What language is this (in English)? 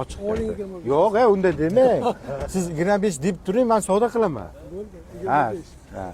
Uzbek